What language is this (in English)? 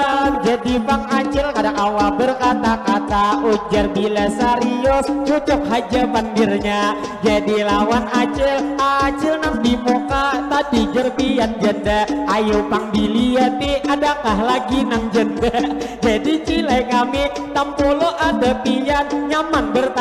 Banjar